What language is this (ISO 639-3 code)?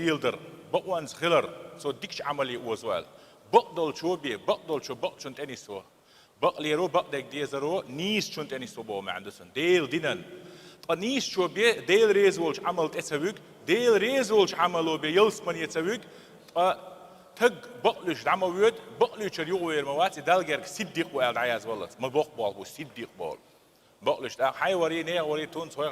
che